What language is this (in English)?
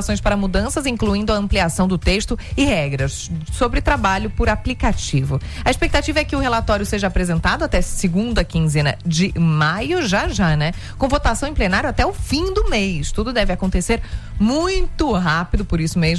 Portuguese